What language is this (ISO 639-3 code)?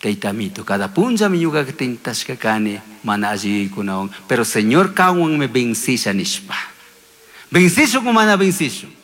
qug